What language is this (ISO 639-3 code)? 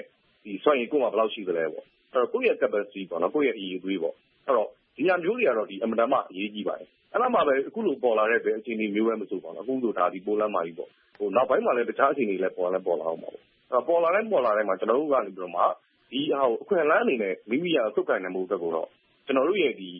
mya